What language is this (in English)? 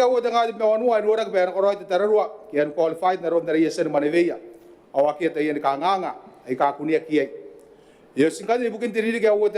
Gilbertese